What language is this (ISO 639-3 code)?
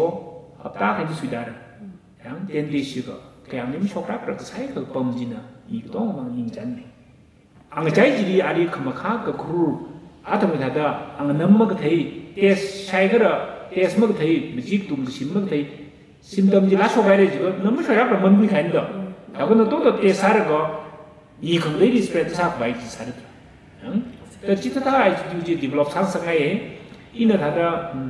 nmf